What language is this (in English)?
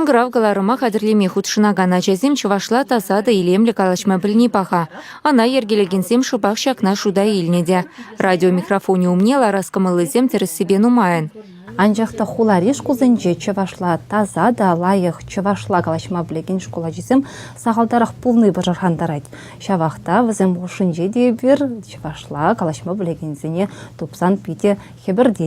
Chuvash